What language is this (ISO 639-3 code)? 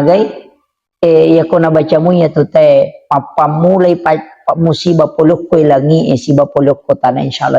bug